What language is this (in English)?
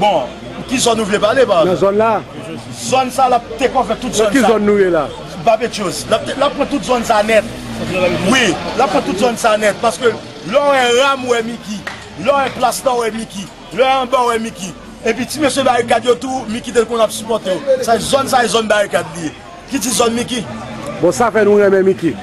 Haitian Creole